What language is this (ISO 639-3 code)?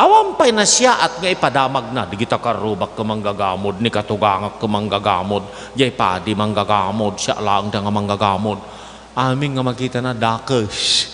ilo